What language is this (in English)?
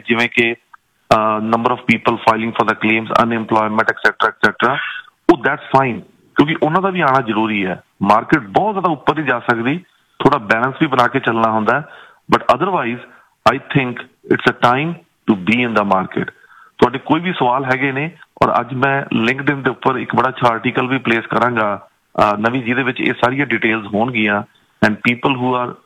Punjabi